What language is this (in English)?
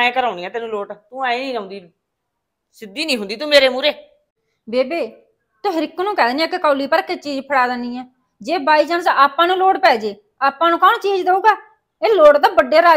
Punjabi